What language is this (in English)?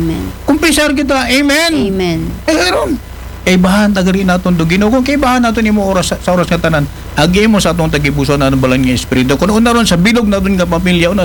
Aklanon